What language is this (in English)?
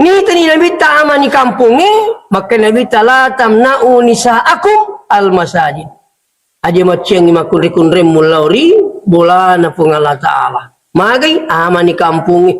Buginese